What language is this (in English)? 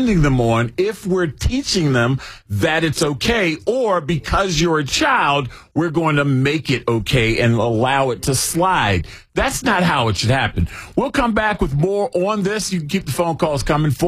English